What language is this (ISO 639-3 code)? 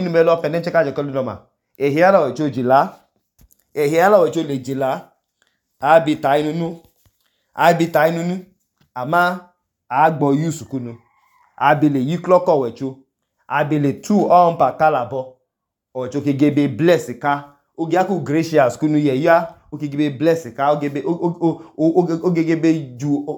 idu